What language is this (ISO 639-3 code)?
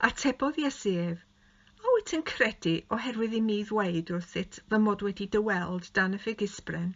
cym